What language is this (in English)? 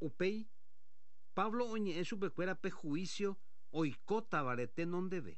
Guarani